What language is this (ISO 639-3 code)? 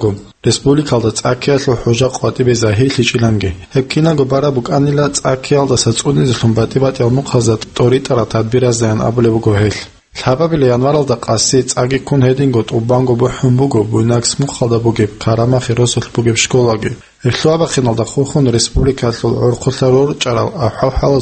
ava